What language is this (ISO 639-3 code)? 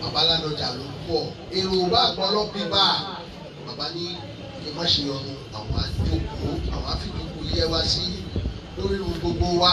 yor